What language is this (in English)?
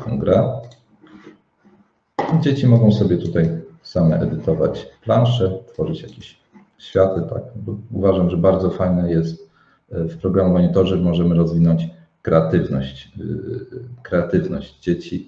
Polish